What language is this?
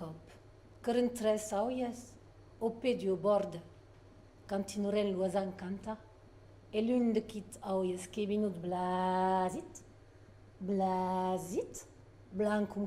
Occitan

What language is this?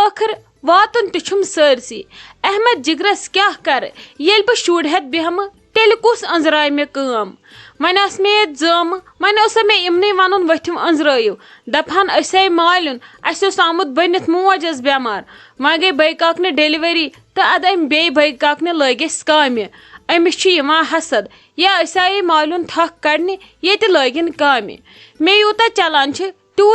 Kashmiri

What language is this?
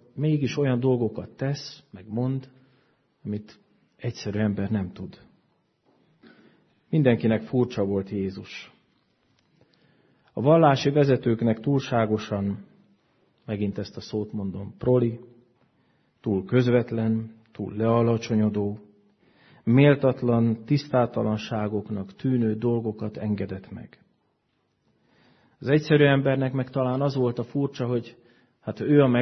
Hungarian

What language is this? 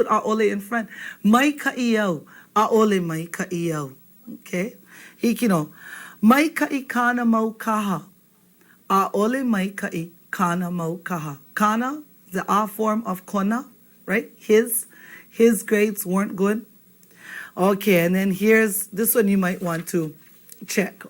Hawaiian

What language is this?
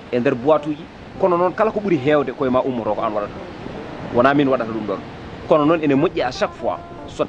Fula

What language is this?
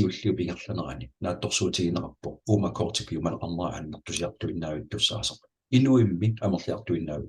Kalaallisut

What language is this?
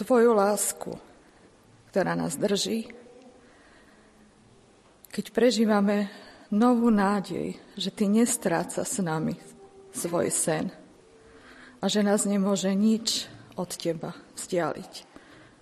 Slovak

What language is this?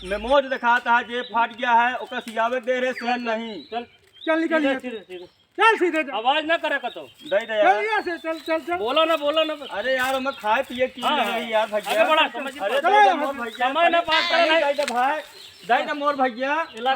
Awadhi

